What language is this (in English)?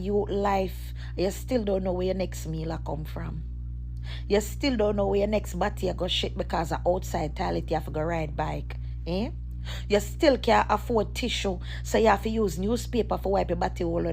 Jamaican Creole English